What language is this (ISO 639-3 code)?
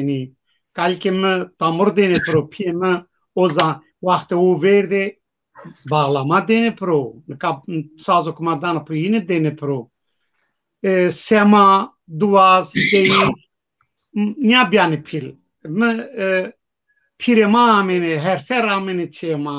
zza